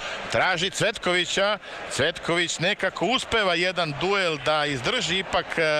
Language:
Serbian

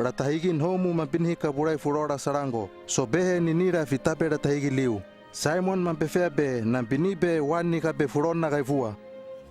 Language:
Hano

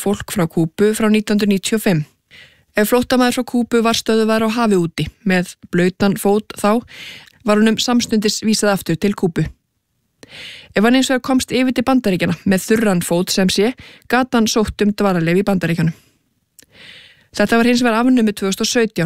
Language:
Icelandic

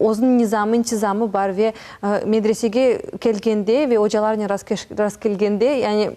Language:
Crimean Tatar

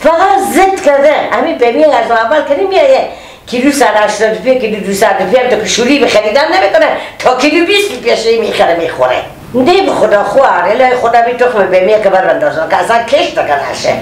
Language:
Persian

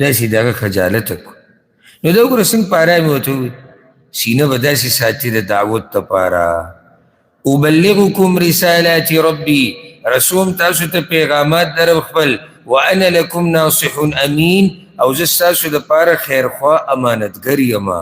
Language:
Pashto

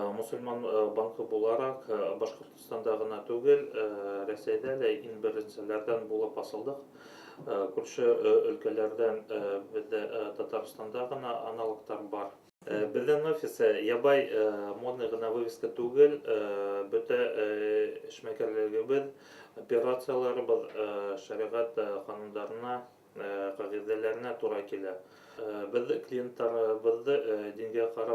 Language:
Bashkir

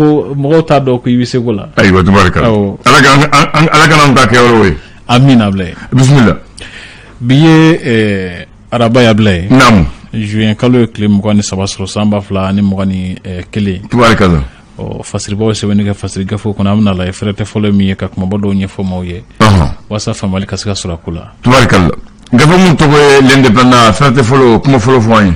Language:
Bambara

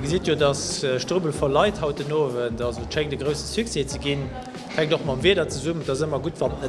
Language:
Luxembourgish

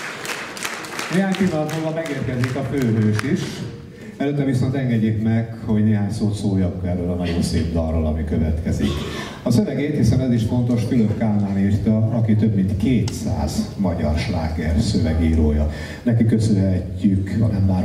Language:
Hungarian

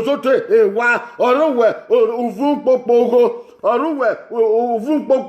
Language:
Bini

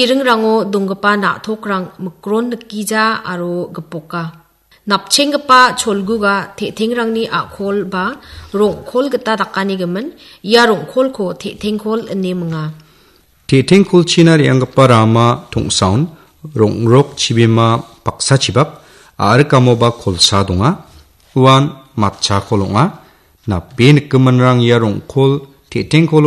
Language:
Garo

